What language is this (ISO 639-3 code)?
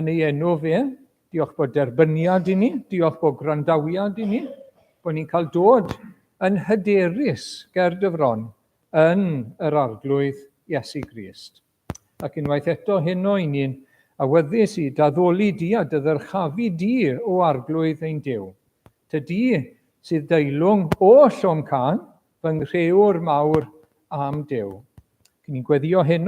cym